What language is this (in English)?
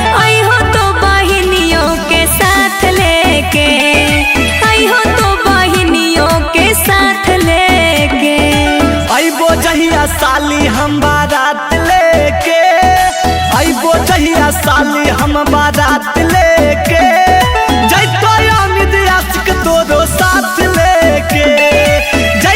Magahi